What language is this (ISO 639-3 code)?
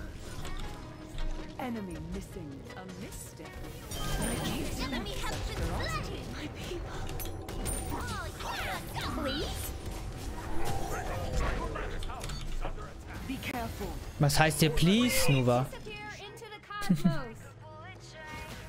deu